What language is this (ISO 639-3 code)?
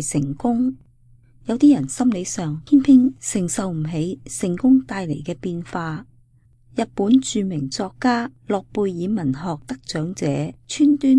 yue